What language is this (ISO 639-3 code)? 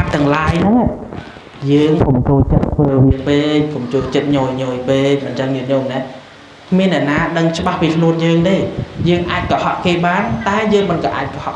khm